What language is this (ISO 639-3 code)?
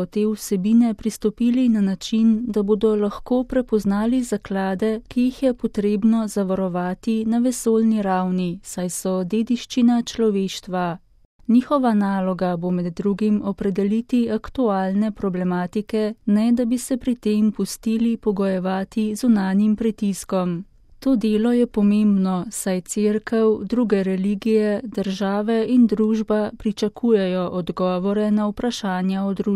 slv